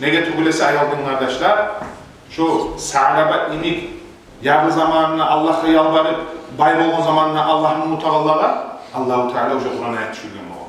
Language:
Kumyk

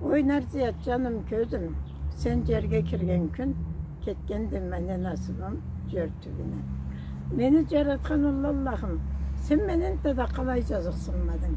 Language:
Karachay-Balkar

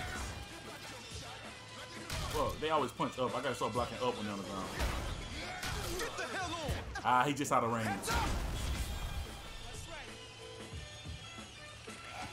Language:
English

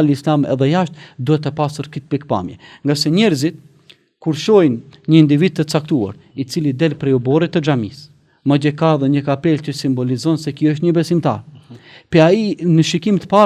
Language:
Albanian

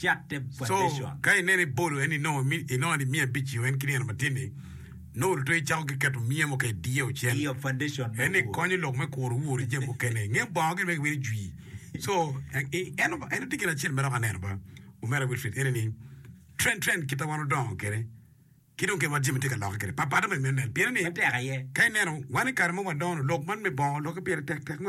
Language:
Acoli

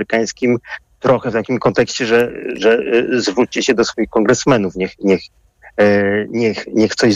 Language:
Polish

